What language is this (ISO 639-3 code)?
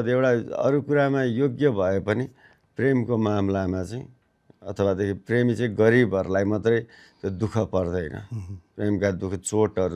nep